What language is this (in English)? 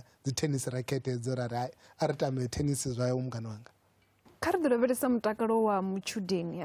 Venda